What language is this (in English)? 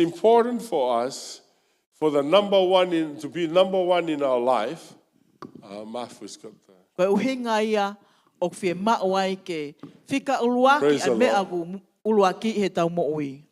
Tongan